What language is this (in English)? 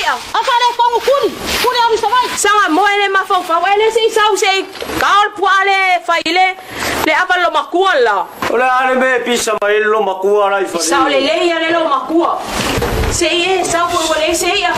Samoan